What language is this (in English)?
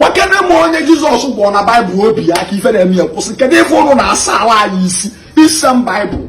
Igbo